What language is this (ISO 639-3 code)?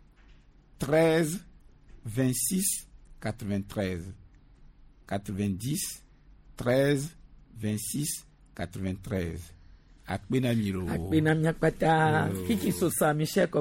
gej